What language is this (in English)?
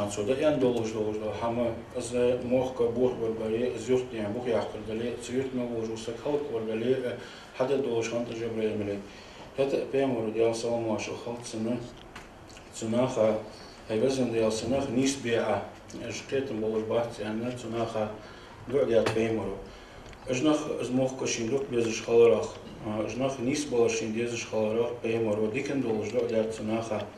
Ingush